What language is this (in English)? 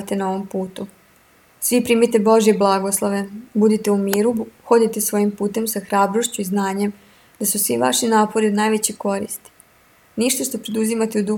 Serbian